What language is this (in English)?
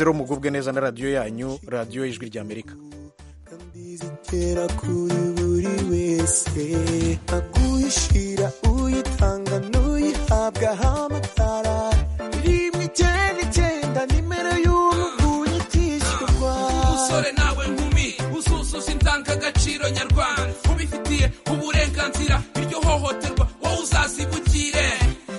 Kinyarwanda